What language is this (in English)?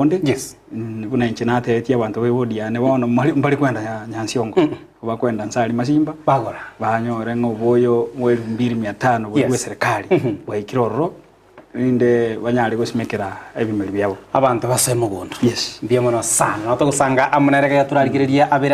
Gusii